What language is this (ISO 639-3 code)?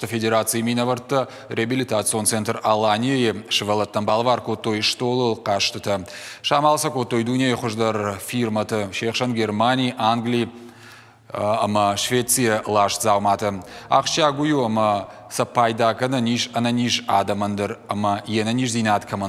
oss